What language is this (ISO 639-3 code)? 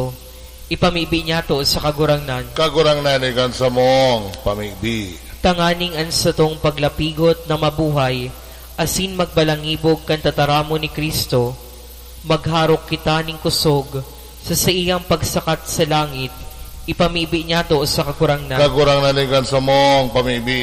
bik